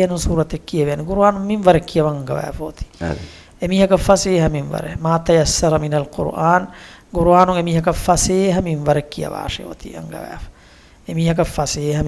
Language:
Divehi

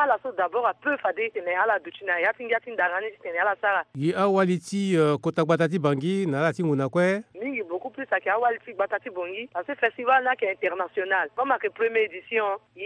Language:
Sango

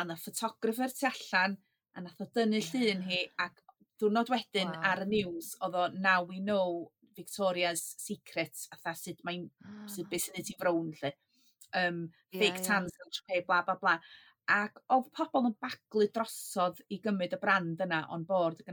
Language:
Welsh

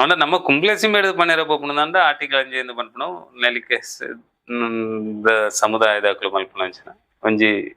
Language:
Tulu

